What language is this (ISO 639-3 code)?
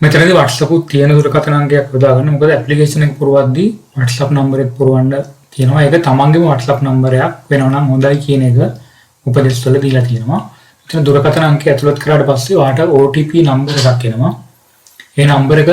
sin